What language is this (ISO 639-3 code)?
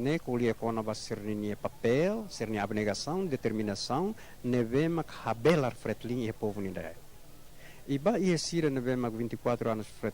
tet